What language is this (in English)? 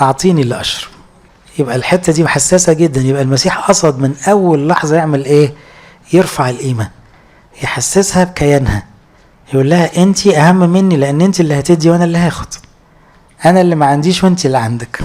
Egyptian Arabic